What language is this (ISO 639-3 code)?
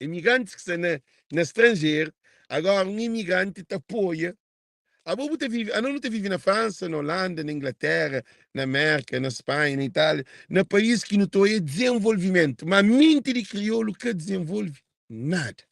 kea